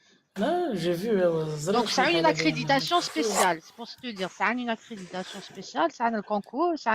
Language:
Algerian Arabic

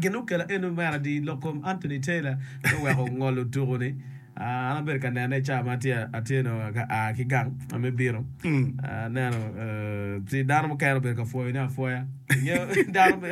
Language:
Acoli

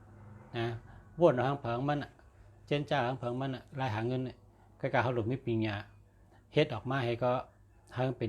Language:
Shan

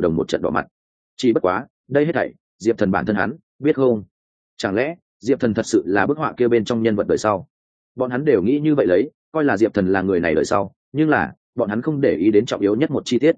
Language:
Vietnamese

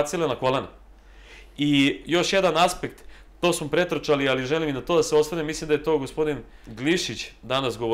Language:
Serbian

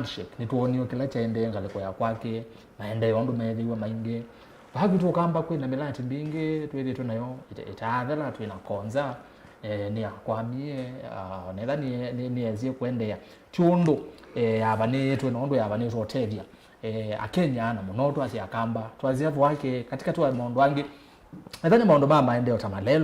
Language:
Kamba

